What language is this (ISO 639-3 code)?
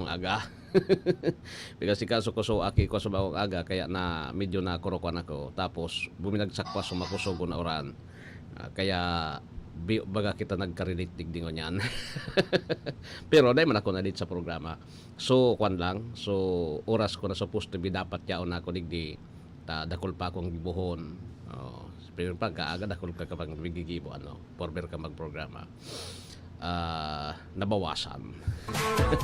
bik